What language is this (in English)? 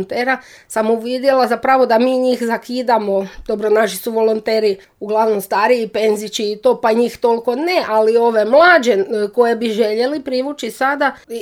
Croatian